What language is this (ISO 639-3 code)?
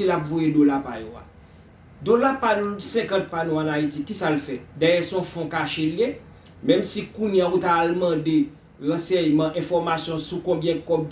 hat